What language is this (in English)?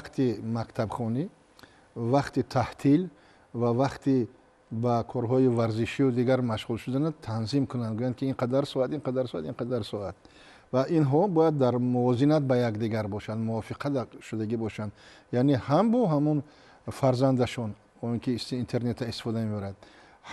Tajik